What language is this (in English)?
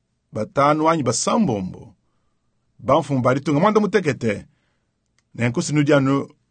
Luba-Lulua